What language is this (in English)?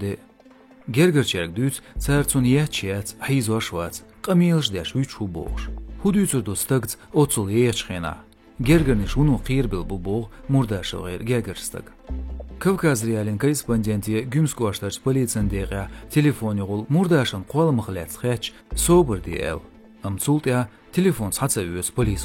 Chechen